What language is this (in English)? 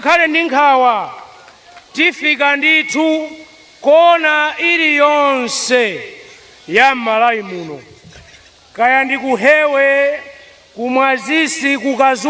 Nyanja